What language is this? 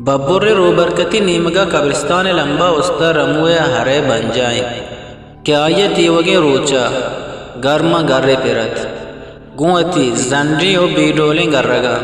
Eastern Balochi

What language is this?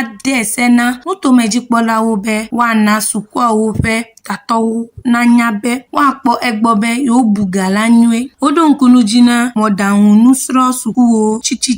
Ewe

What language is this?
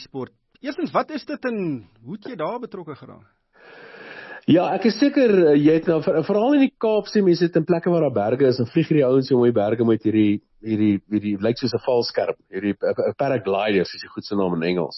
Afrikaans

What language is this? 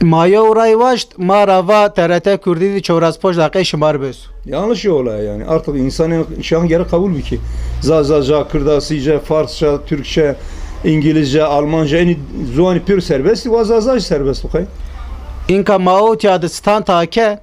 Zaza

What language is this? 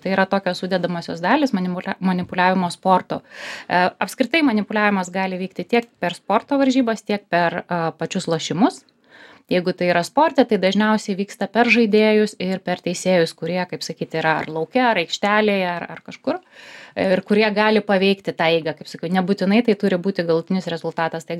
Lithuanian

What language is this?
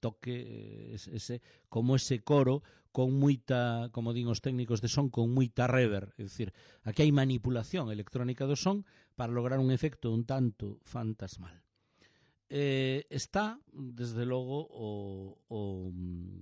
Galician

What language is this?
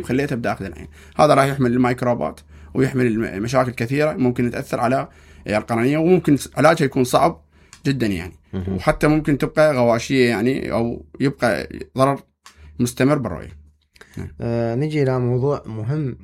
Mesopotamian Arabic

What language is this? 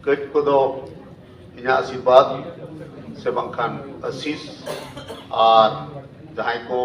Santali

